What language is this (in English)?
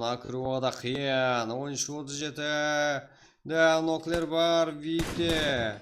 Kara-Kalpak